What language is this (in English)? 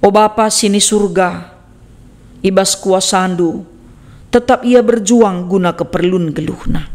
Batak Karo